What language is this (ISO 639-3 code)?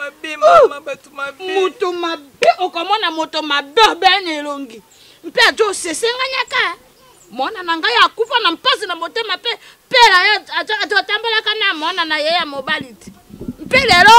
lin